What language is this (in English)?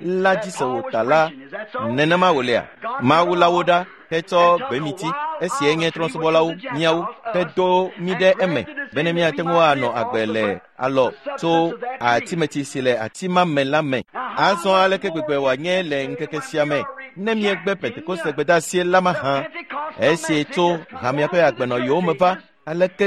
Ewe